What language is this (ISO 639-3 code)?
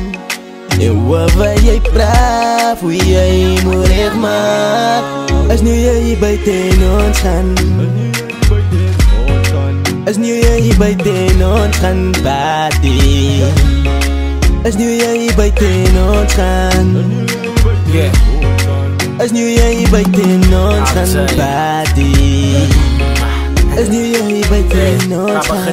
afr